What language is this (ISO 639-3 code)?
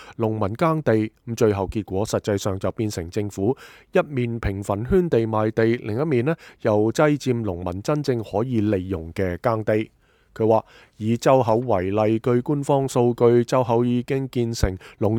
yue